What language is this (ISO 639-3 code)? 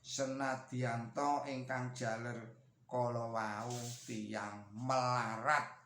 jav